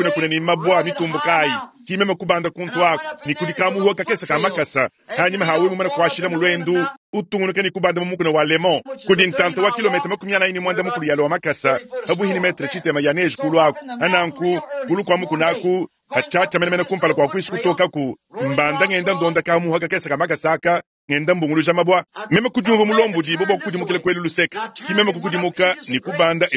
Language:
Luba-Lulua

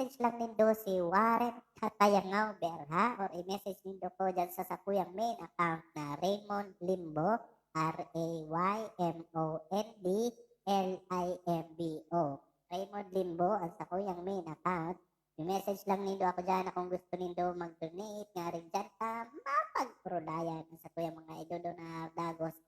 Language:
Bikol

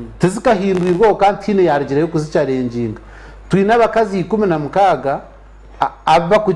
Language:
Nyankole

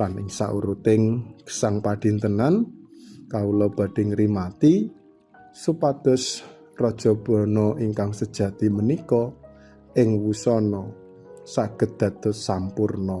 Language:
Javanese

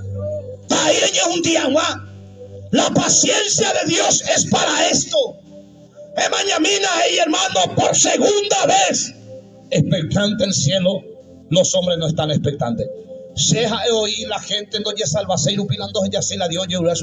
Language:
Guarani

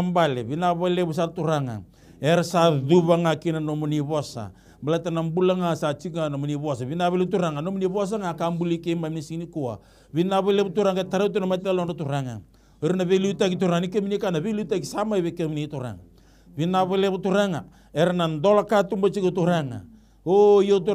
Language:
Fijian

